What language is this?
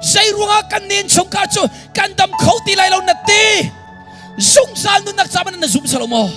Hakha Chin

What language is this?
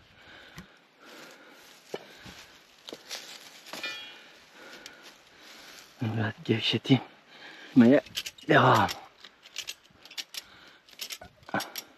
Turkish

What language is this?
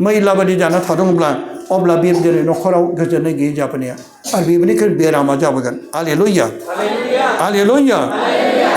Bodo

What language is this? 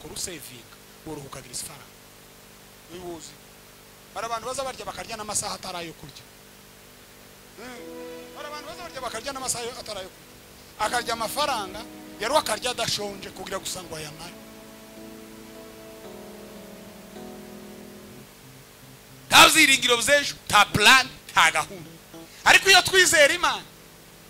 Kinyarwanda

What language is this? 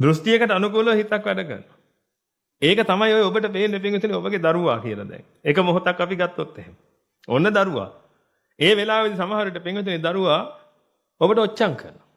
Sinhala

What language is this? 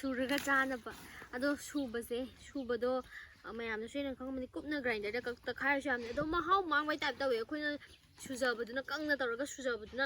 Manipuri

